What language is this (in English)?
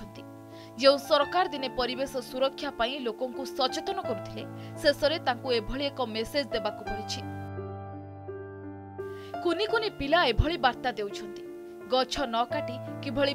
Odia